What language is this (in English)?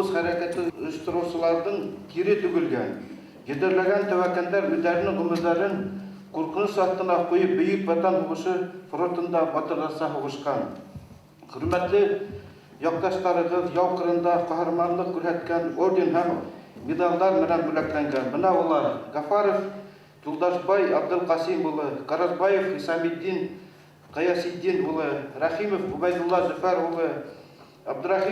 Bashkir